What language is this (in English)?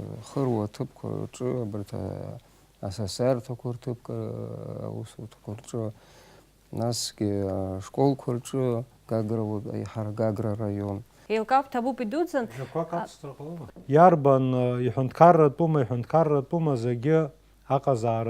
Abkhazian